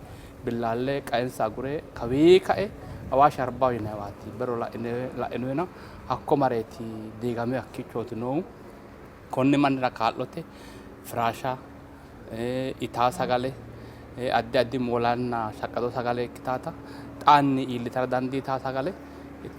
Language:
Sidamo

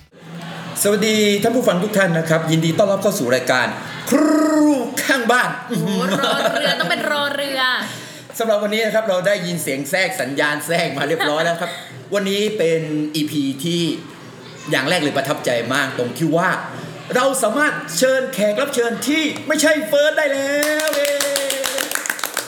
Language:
Thai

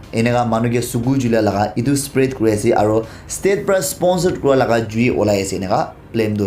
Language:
Naga Pidgin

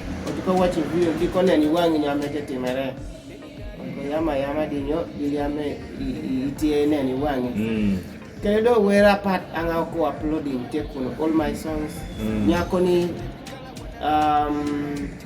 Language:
Kumam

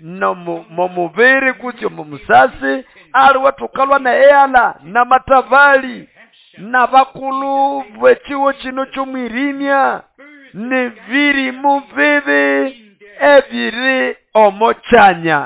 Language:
Nande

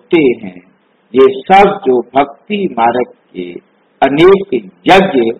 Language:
Hindi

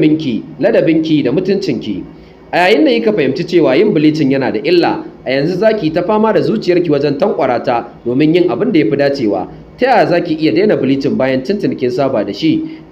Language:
Hausa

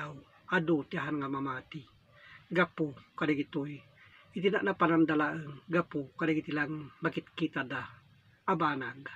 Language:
Iloko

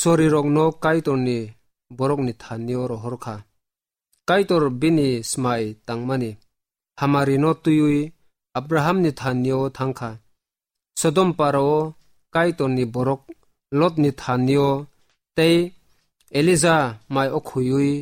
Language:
Kok Borok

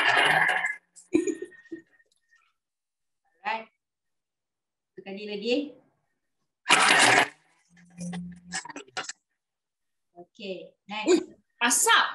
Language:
Malay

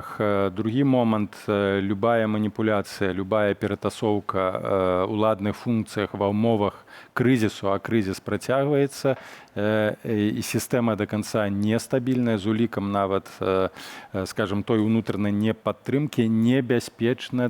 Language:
Belarusian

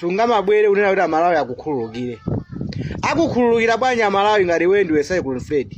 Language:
Nyanja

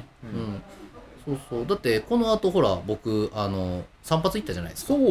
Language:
Japanese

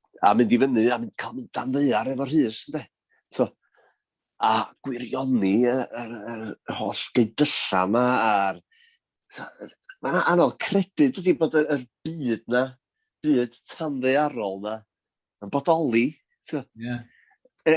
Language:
Welsh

